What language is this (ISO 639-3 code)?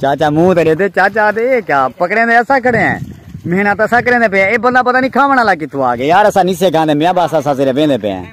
skr